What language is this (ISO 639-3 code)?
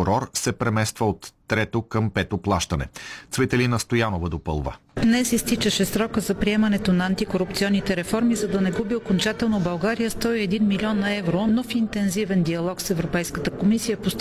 bul